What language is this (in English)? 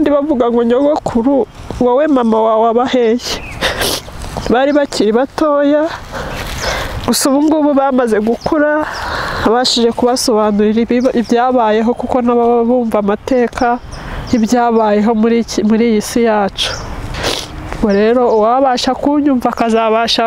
Kinyarwanda